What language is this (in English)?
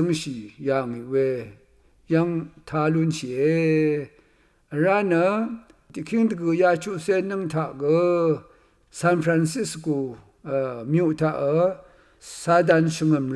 Rawang